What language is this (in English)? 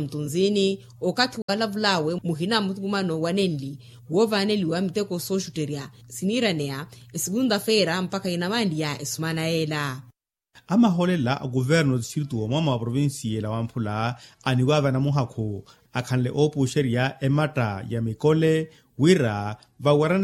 Makhuwa